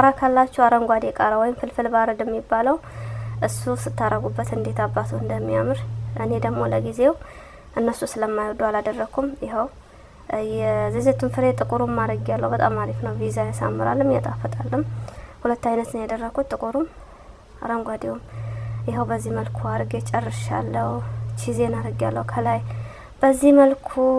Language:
Amharic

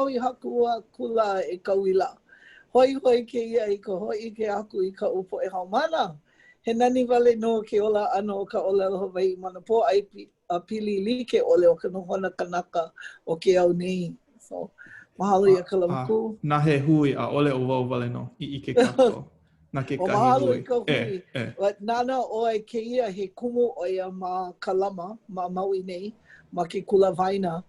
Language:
Hawaiian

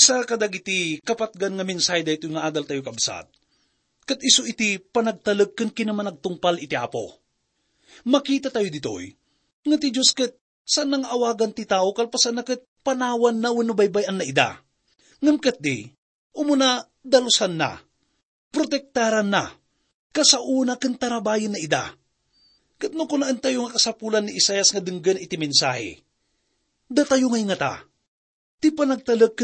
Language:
Iloko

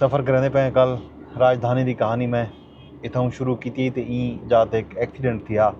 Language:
Saraiki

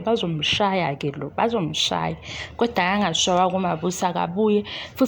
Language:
Zulu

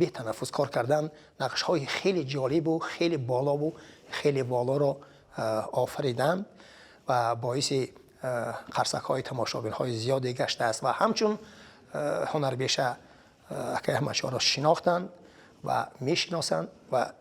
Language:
Tajik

